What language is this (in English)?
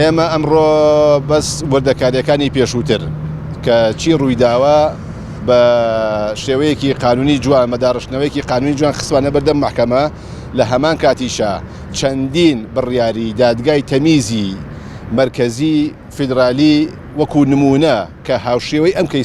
Central Kurdish